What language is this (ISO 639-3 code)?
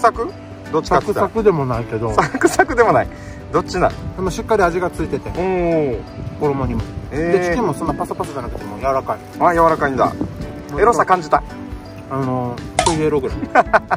jpn